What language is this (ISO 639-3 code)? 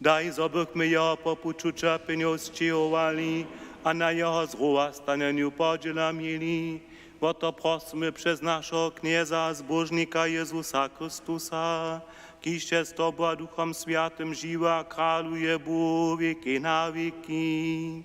hsb